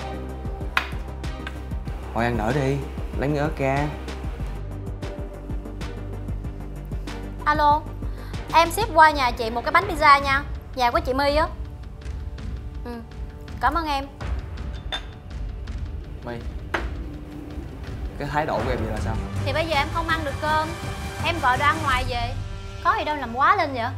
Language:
Vietnamese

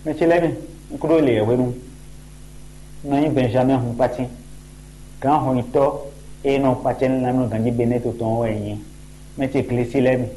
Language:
Fon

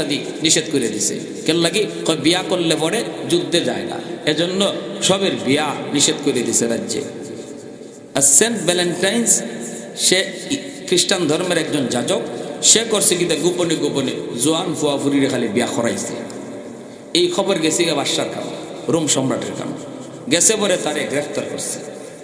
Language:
Bangla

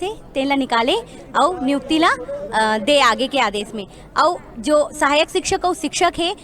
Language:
Chhattisgarhi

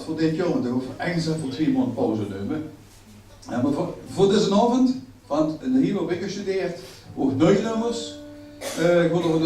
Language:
Limburgish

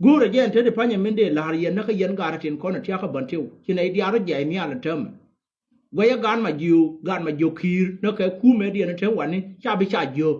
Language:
Nuer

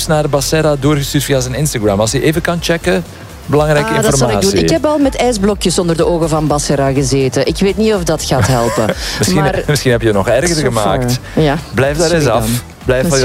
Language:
Dutch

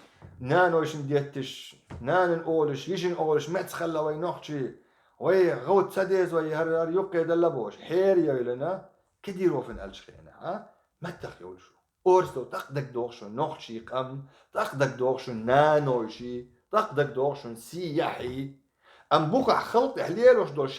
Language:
Chechen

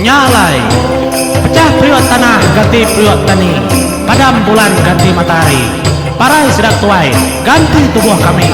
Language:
Iban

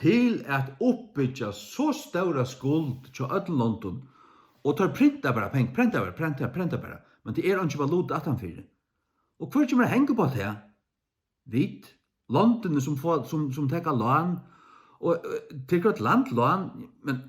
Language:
Faroese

